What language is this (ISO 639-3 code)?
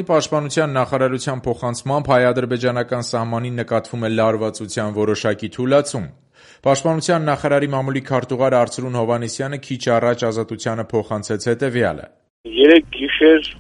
hye